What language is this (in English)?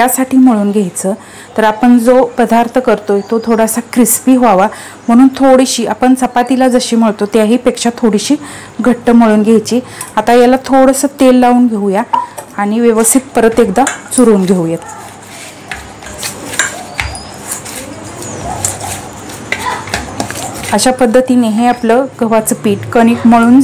Marathi